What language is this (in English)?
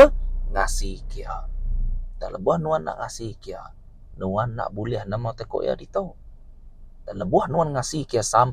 Iban